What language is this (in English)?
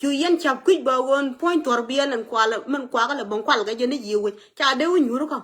Nuer